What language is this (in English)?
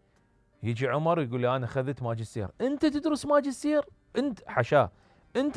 Mesopotamian Arabic